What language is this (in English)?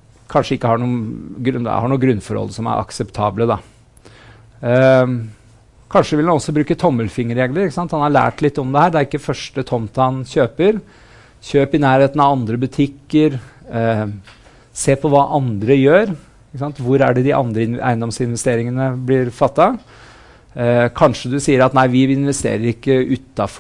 Norwegian